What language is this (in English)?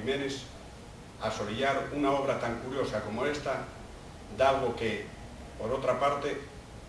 Asturian